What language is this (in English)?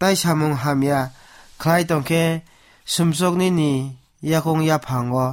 Kok Borok